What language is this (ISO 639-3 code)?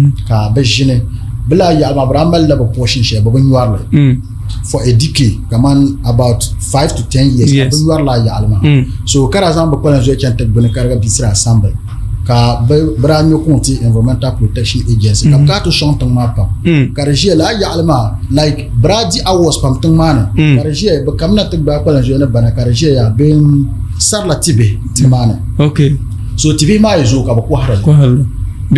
dag